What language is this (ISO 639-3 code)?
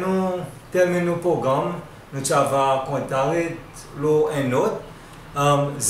crs